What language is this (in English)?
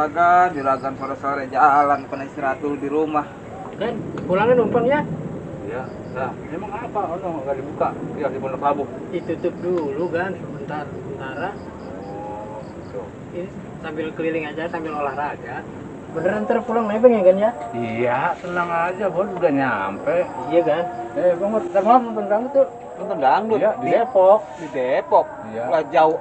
Betawi